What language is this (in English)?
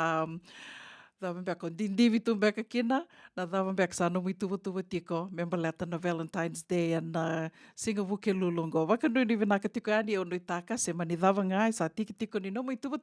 Fijian